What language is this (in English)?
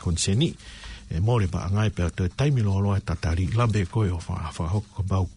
Tongan